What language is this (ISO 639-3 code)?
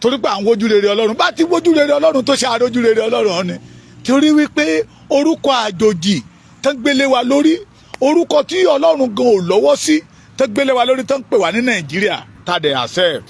yor